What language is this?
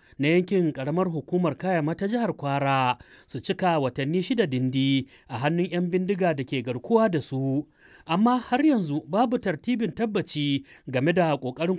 Hausa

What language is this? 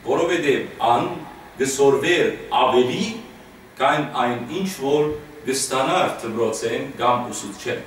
Western Armenian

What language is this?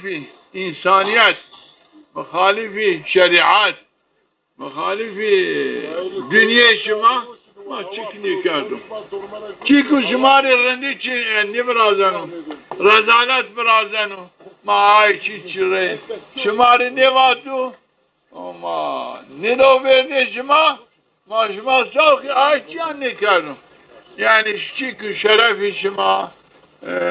Zaza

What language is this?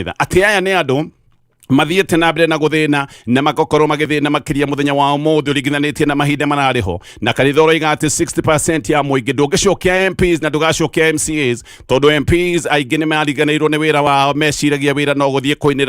Kikuyu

